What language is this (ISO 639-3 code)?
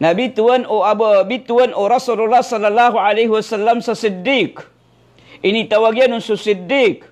mrw